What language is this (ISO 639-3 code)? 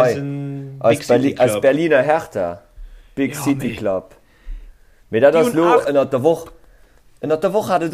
ltz